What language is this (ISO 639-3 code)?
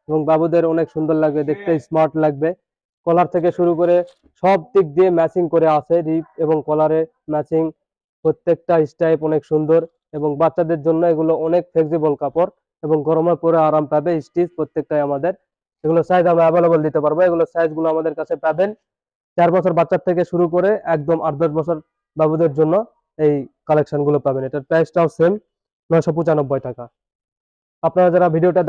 ben